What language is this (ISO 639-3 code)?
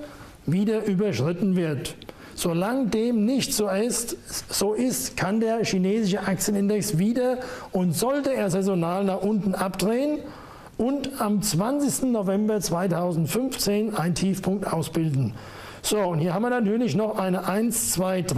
deu